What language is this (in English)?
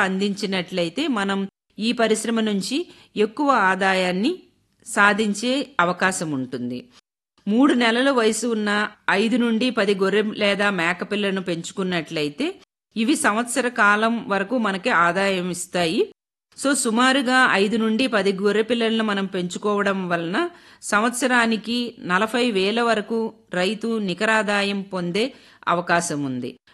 Telugu